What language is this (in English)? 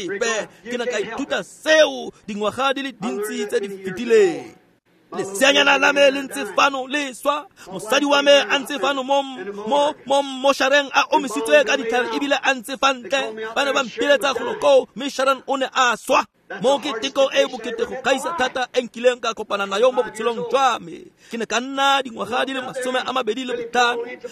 Tswana